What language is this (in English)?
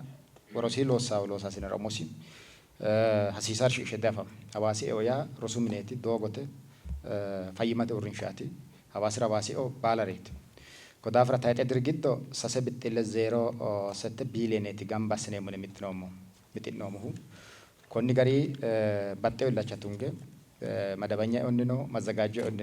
Sidamo